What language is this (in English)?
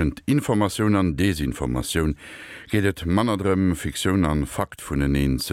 Luxembourgish